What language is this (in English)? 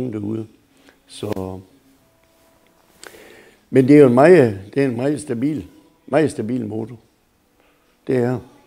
Danish